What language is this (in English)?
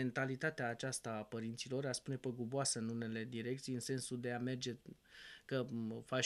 Romanian